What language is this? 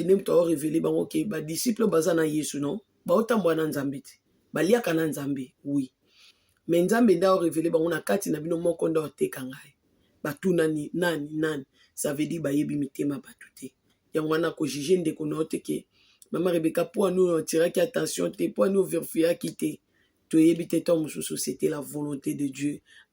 Lingala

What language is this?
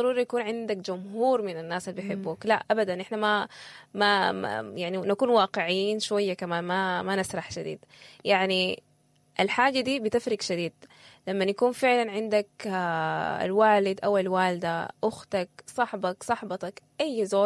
Sudanese Arabic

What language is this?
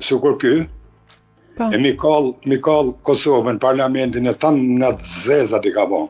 Albanian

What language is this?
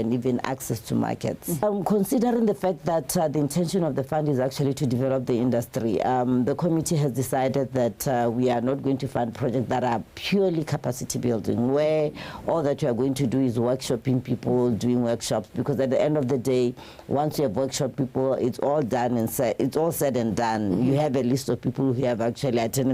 Tswana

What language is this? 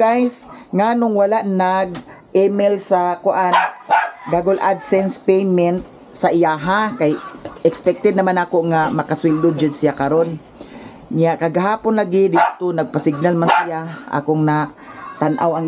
Cebuano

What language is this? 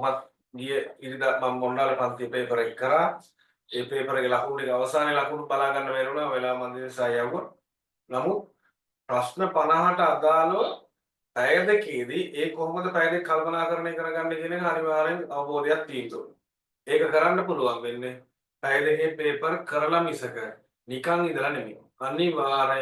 Sinhala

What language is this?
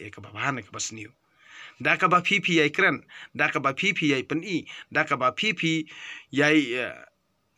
Khasi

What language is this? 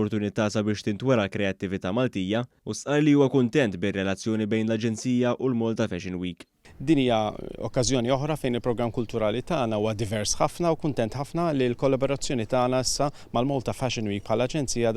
Maltese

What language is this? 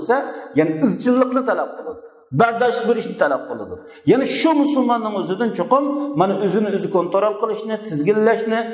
Uyghur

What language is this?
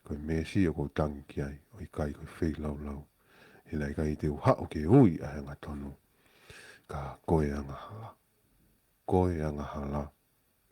Tongan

